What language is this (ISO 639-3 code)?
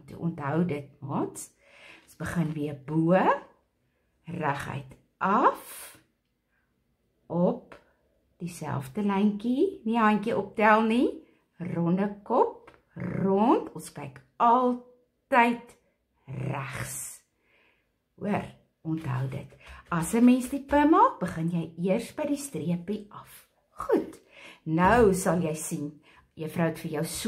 afr